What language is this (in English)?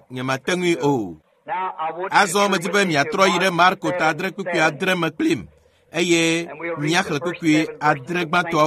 Ewe